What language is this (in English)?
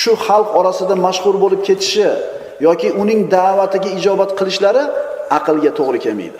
Uzbek